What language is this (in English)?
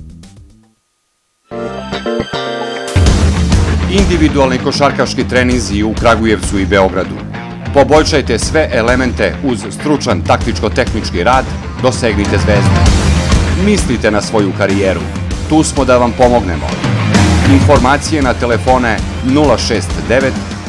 Serbian